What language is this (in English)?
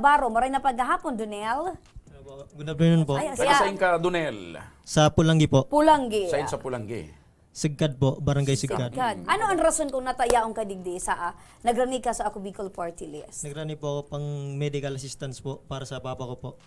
Bikol